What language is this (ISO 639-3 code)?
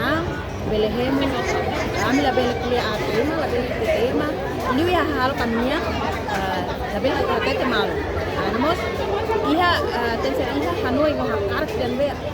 tet